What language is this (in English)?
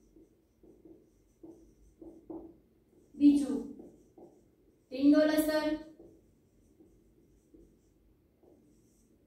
Gujarati